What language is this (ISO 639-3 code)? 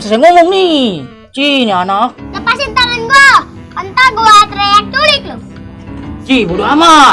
bew